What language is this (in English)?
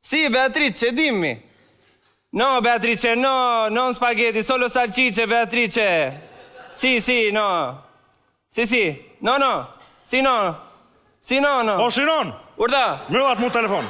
Albanian